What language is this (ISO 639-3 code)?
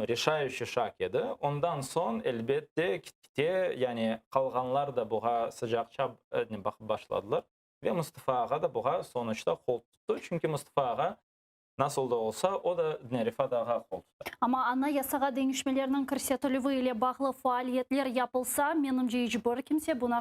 crh